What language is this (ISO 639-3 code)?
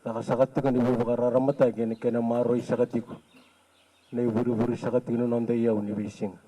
fij